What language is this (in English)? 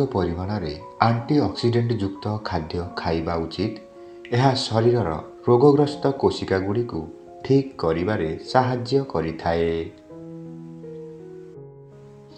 Odia